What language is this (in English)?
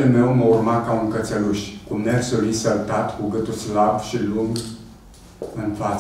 Romanian